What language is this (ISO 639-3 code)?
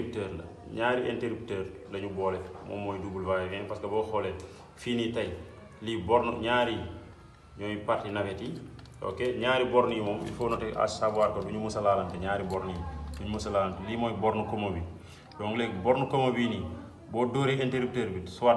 wol